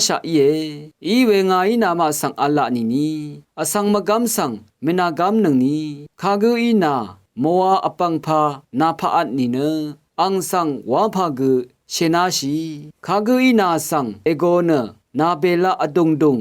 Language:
Rawang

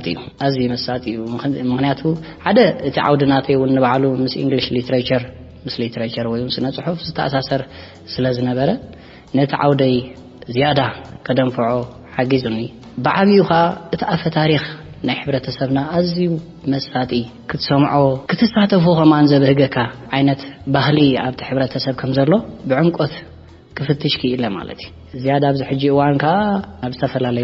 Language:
Tigrinya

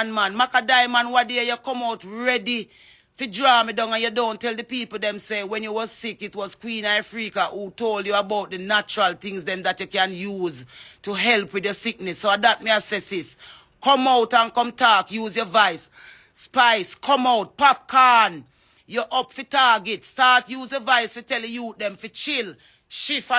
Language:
Jamaican Creole English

